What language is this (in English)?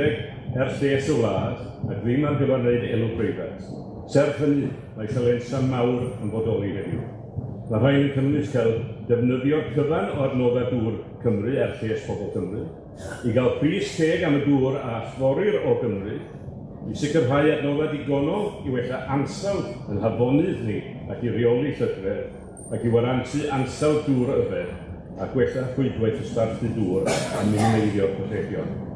Welsh